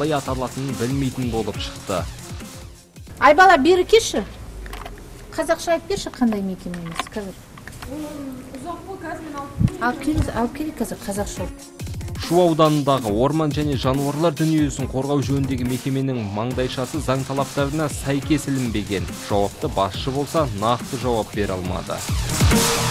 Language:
Kazakh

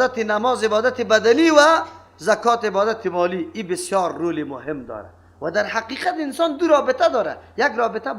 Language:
Persian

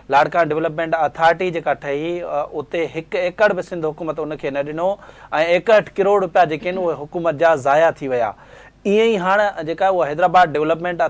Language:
Sindhi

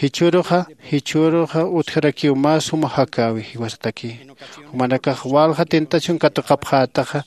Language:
Aymara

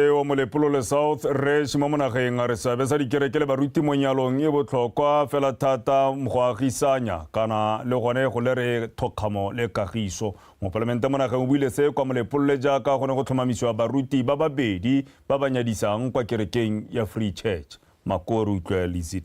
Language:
Tswana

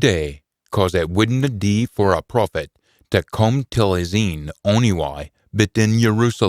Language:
Scots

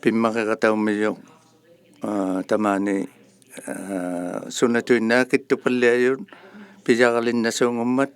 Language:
Inuktitut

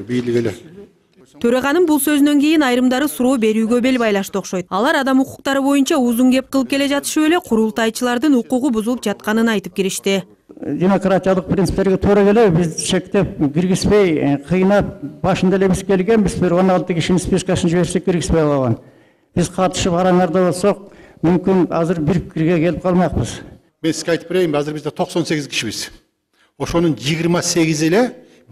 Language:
Kyrgyz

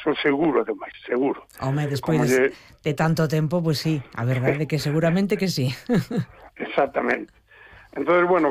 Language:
Galician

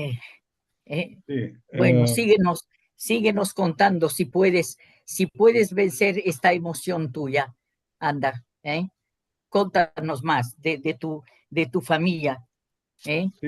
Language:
Ladino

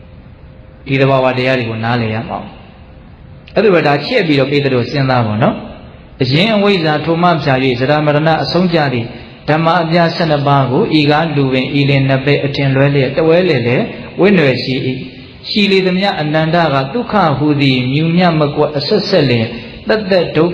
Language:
Burmese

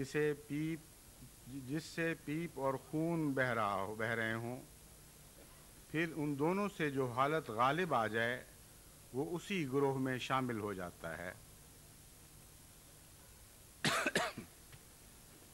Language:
Urdu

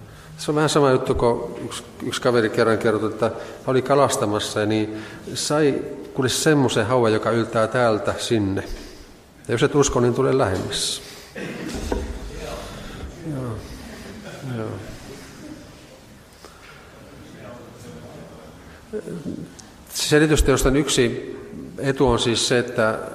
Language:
Finnish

